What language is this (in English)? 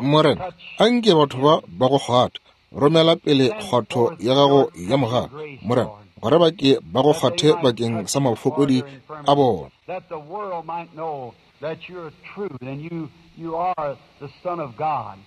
Northern Sotho